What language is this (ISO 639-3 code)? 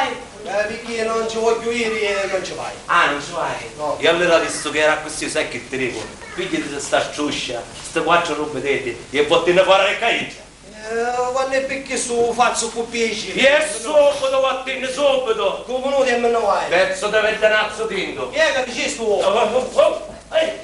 scn